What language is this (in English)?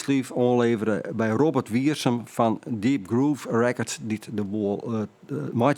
Western Frisian